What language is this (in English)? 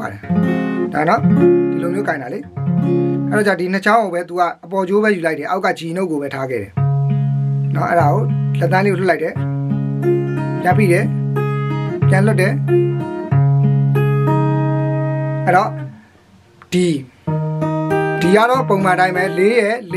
Burmese